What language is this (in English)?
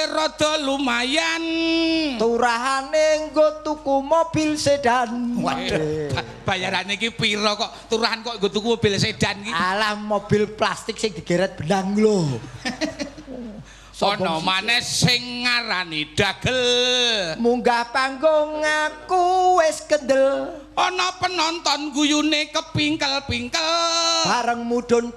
Javanese